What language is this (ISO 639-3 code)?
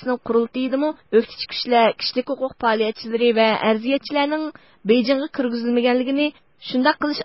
uig